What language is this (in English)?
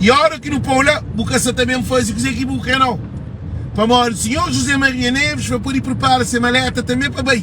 Kabuverdianu